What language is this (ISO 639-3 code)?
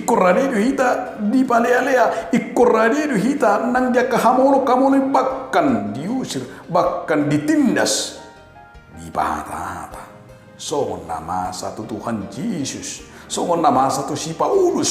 bbc